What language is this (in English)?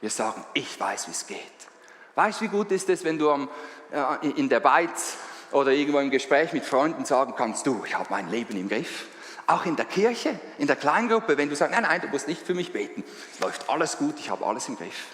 Swiss German